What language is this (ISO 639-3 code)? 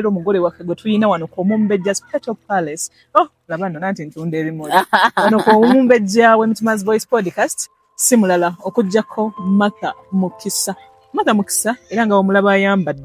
lug